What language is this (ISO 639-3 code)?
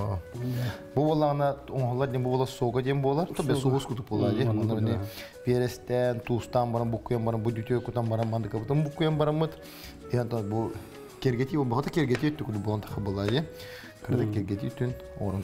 sah